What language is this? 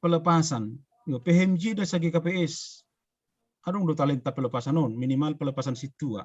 Batak Simalungun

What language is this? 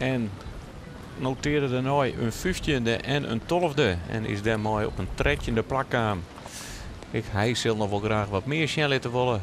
Western Frisian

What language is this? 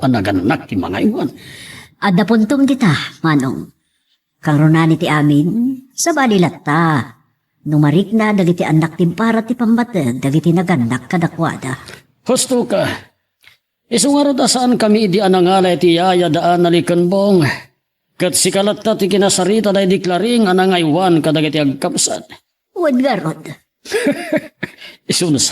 Iloko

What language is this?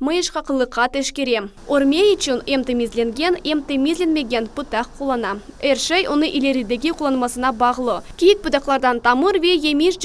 Crimean Tatar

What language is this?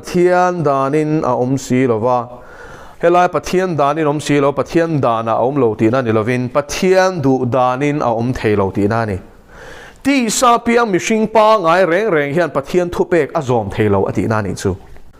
Mizo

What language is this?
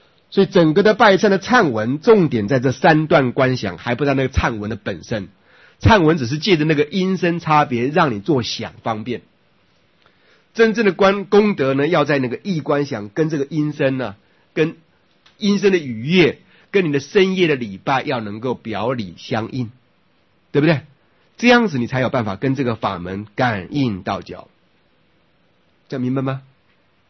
Chinese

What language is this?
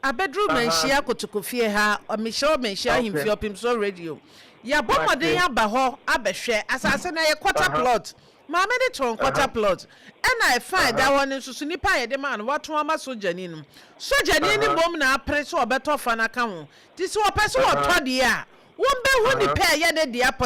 Akan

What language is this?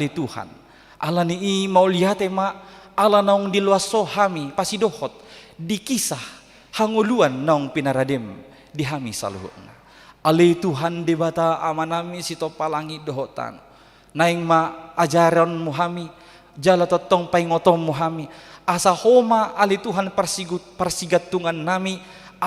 Batak Toba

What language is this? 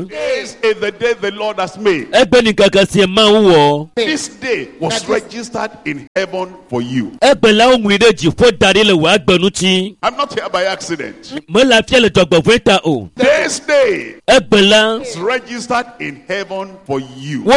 Ewe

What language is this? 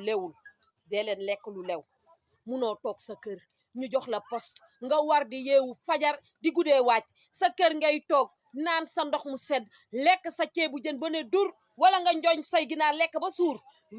Wolof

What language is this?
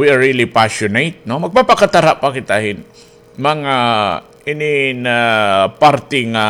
Waray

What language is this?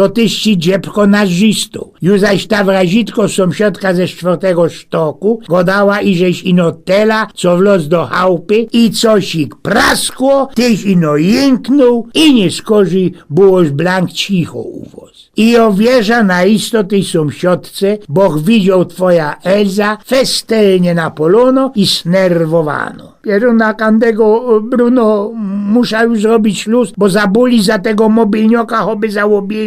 Silesian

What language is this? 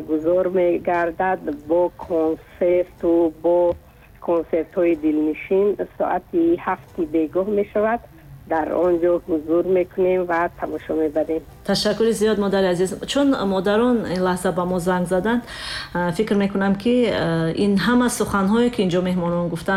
Tajik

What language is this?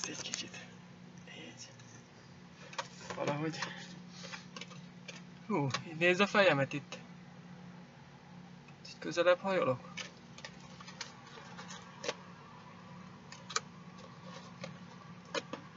Hungarian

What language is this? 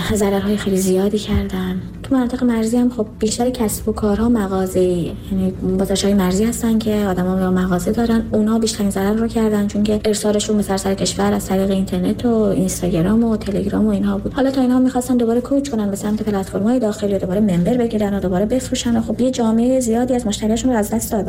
Persian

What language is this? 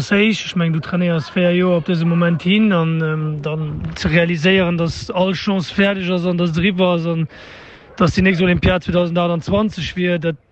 Luxembourgish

